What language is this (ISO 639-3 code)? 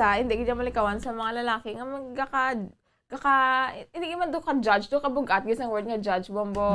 hil